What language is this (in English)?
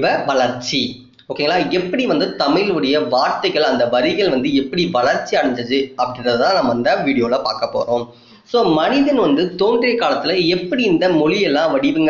Tamil